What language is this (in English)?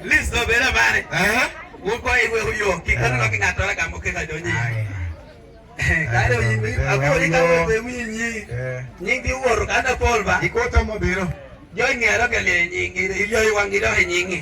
Lango (Uganda)